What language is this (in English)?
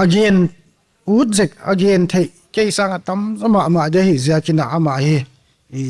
Paite Chin